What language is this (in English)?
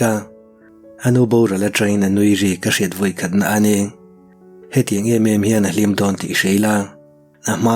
Mizo